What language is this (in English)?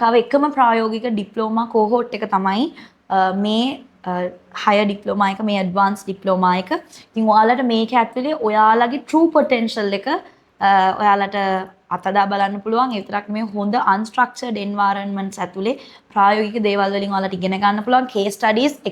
Sinhala